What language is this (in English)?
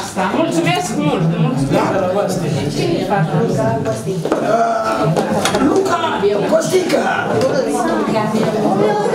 Romanian